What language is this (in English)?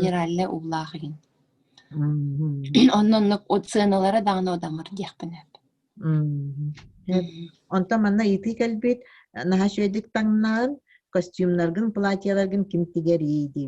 Yakut